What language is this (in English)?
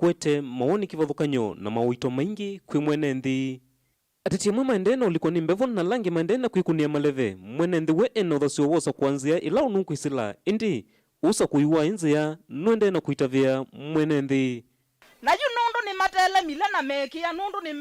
Kamba